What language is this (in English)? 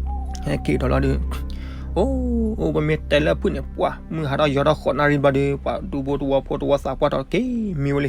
S'gaw Karen